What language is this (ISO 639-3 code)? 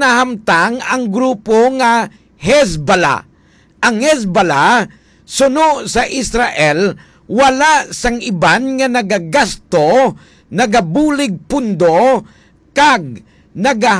hil